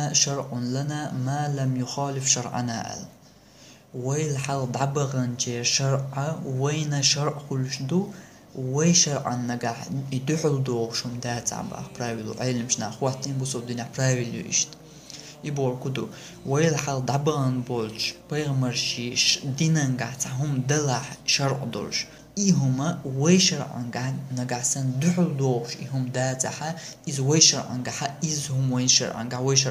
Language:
Chechen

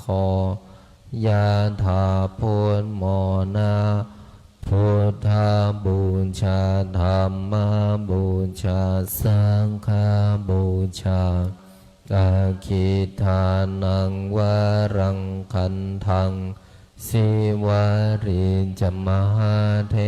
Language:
Pali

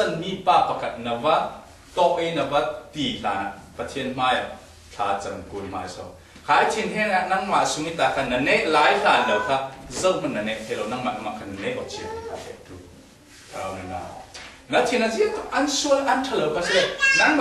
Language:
Falam Chin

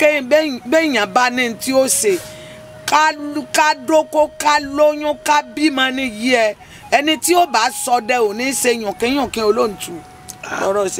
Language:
Yoruba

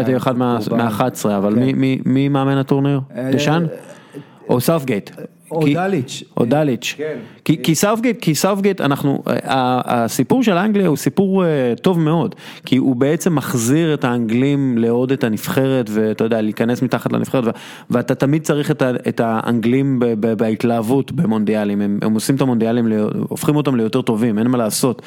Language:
Hebrew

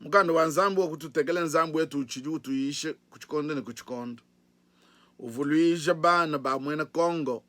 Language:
Luba-Lulua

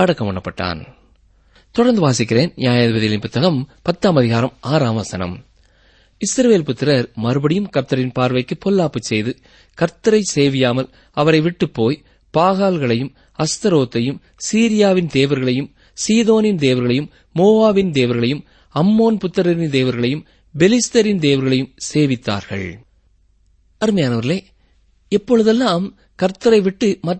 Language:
Tamil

